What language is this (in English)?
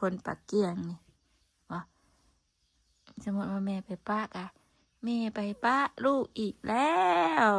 Northeastern Thai